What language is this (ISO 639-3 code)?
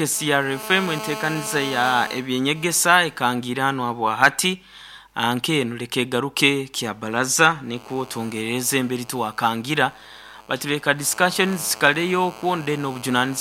nyo